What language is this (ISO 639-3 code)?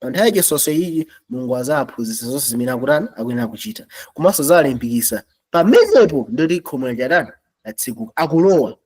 nya